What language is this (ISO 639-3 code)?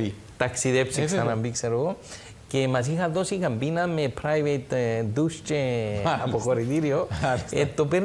ell